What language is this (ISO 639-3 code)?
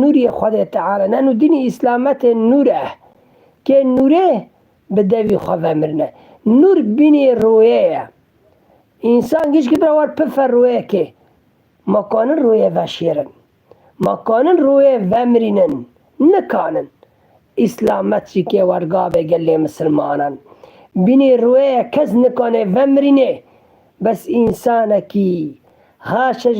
kur